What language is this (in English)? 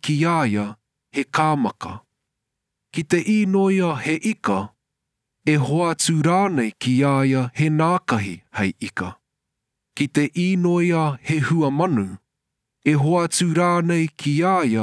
Māori